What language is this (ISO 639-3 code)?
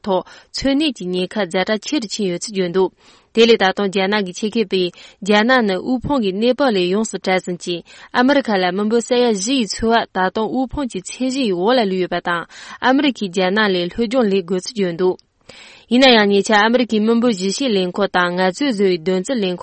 bod